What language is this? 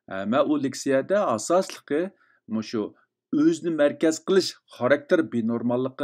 Uyghur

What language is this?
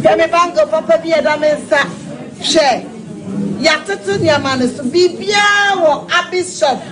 Akan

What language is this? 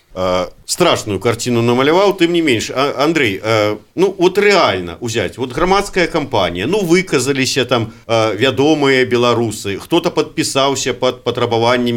Belarusian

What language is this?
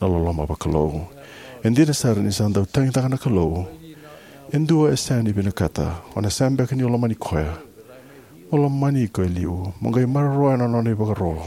Fijian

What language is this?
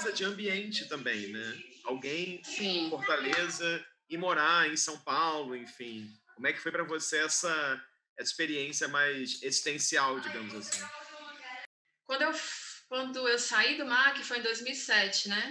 Portuguese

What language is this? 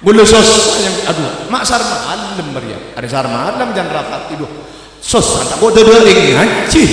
Madurese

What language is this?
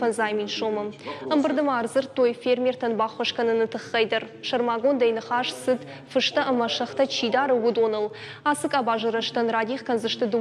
Ossetic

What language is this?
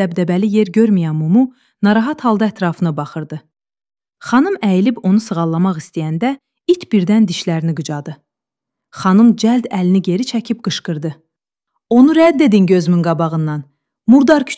Azerbaijani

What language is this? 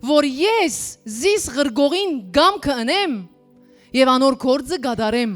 Western Armenian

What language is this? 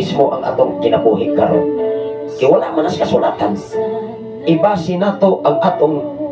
Cebuano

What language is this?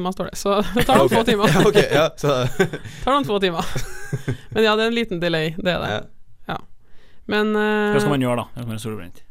Norwegian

